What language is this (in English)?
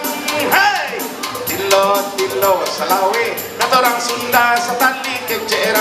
Minangkabau